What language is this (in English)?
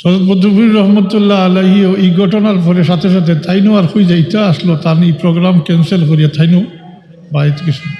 Sylheti